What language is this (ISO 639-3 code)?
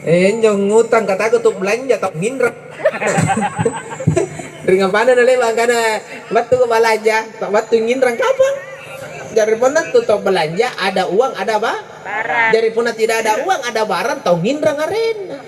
mak